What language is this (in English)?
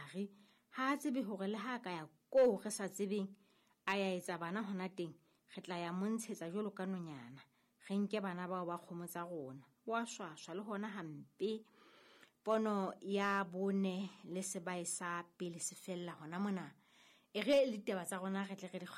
Southern Sotho